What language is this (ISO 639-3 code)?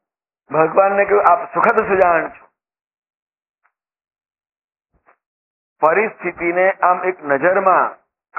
guj